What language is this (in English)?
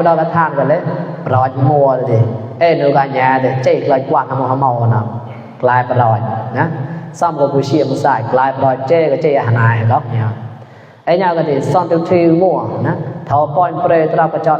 Mon